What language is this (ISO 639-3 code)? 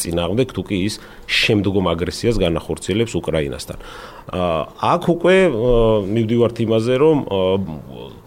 kat